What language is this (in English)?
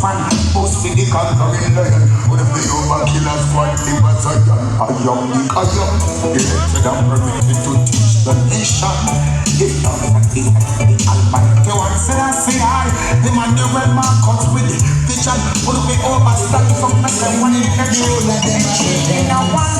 Jamaican Creole English